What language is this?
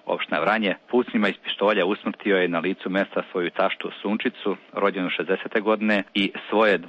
Serbian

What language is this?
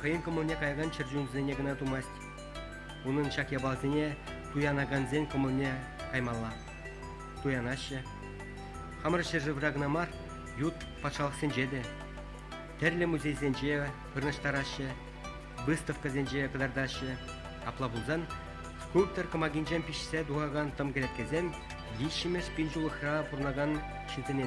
Chuvash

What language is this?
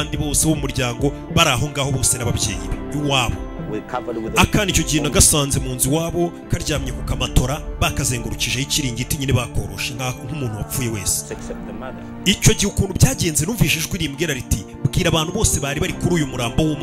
Kinyarwanda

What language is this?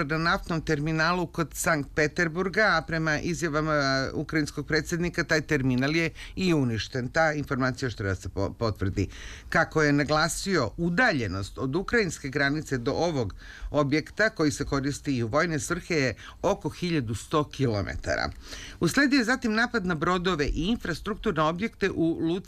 Serbian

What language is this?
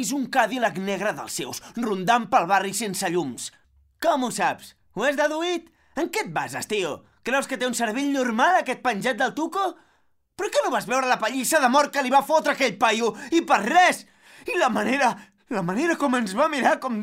Catalan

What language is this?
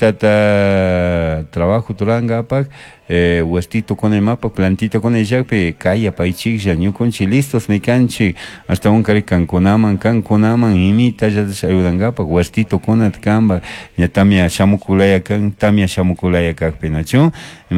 Chimborazo Highland Quichua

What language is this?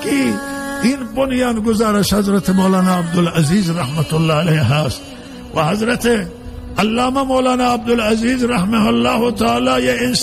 Persian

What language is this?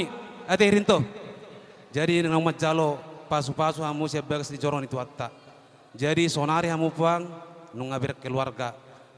Batak Toba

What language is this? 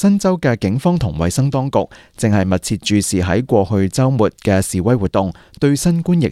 Cantonese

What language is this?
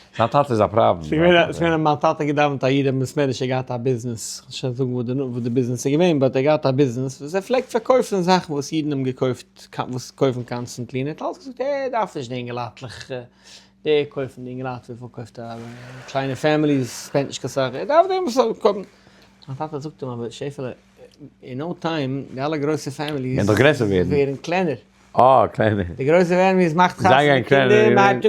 Yiddish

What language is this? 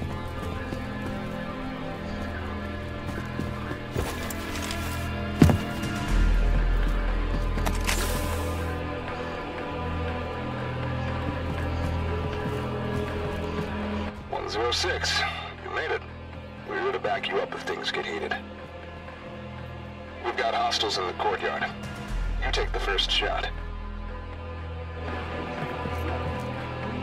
English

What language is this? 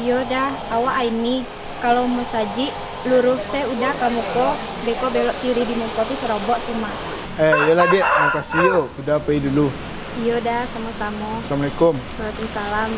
Minangkabau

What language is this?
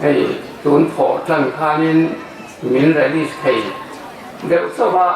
Hmar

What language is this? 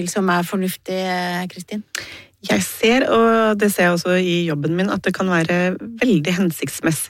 Norwegian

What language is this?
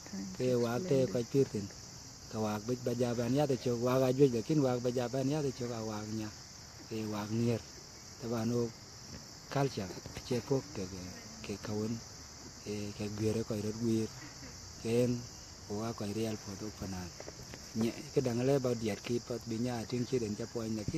Dinka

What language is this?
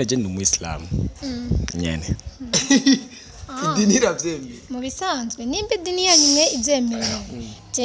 Rundi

